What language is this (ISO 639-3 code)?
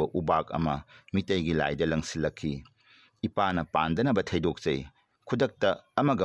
mni